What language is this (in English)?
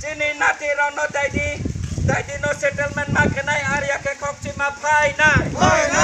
Kok Borok